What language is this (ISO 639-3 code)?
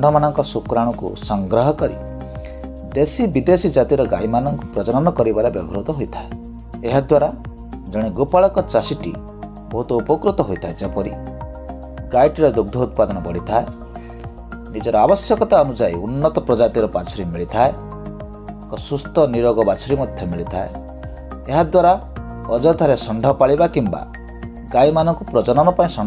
ori